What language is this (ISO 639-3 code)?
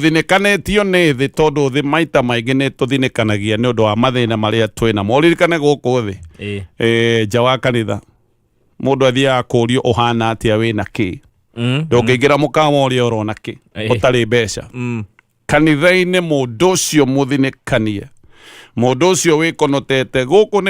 kik